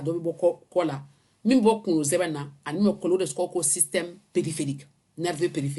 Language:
Bambara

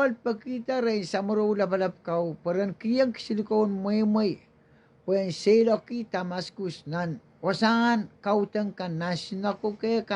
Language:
Pohnpeian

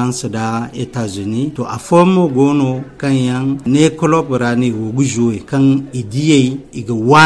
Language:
Zarma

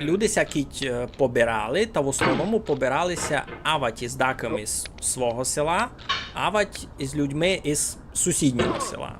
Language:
Rusyn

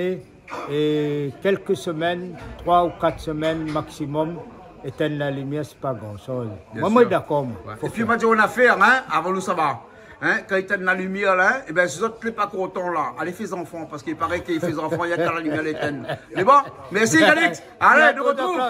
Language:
Réunion Creole French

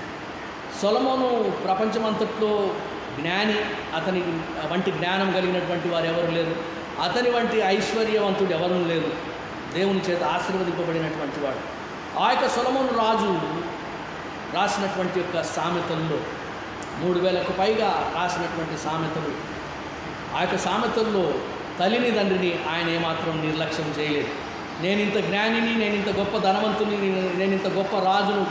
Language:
Telugu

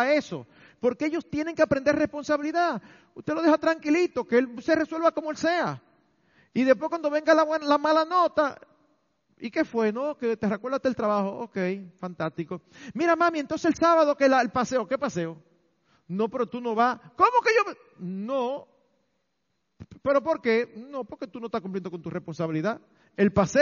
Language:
Spanish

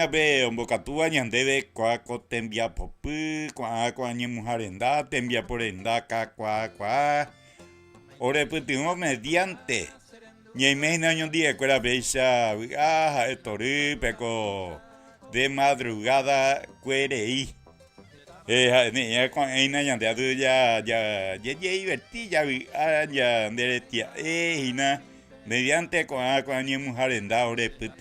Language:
Guarani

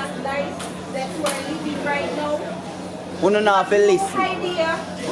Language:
Jamaican Creole English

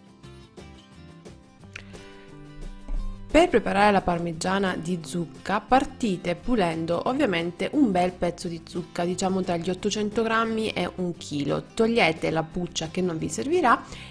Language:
Italian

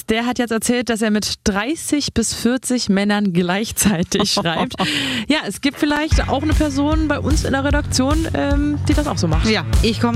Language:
German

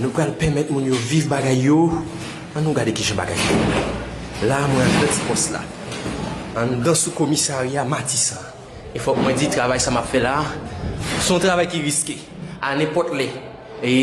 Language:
Haitian Creole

